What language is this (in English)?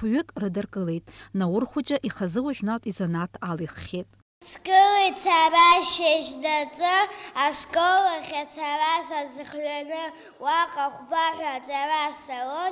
Abkhazian